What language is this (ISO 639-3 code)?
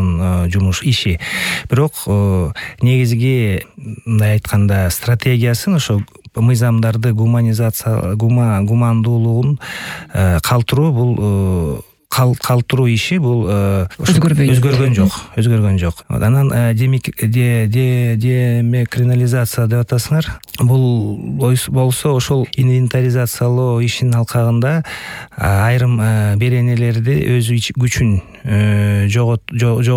kir